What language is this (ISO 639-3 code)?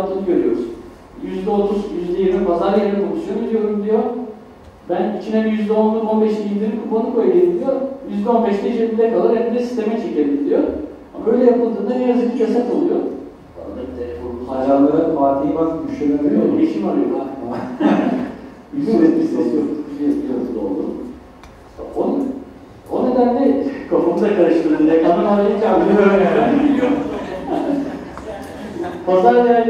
tur